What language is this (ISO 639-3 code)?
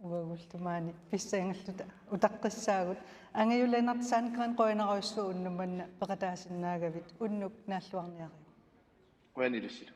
kal